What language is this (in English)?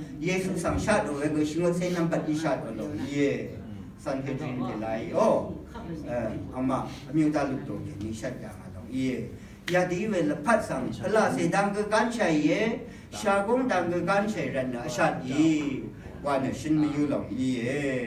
Rawang